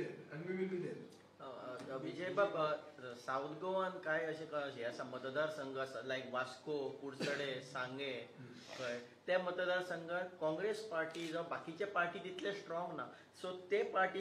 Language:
Konkani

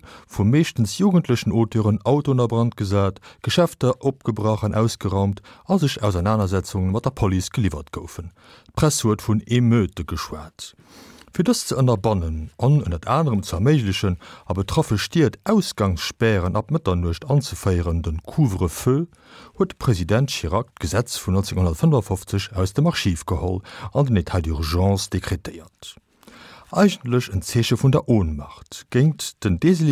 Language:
Luxembourgish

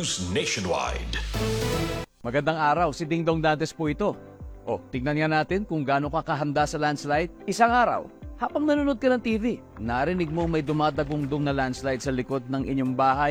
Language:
Filipino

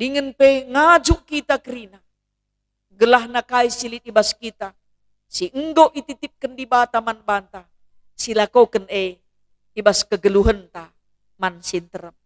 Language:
Batak Karo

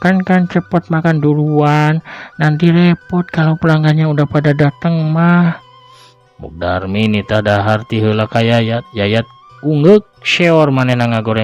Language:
Sundanese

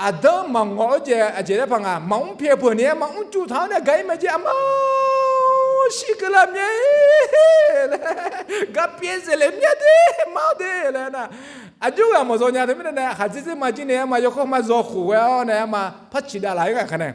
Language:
Akha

